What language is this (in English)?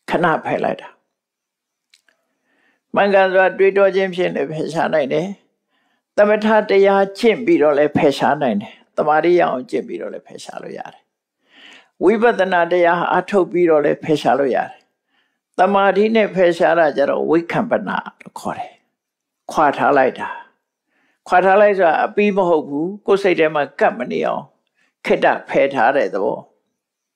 Burmese